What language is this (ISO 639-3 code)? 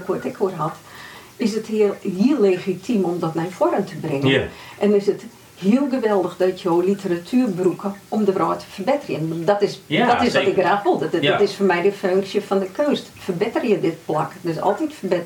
fry